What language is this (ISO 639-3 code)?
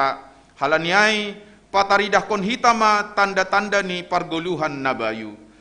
bts